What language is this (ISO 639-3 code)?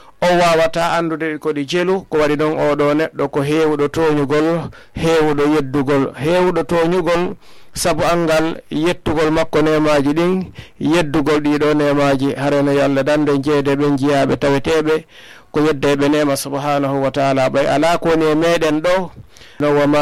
ful